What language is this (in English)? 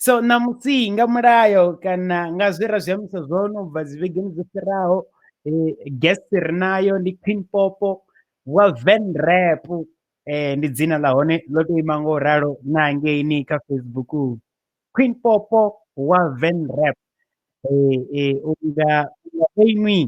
Venda